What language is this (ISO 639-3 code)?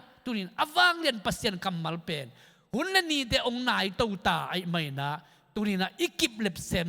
ctd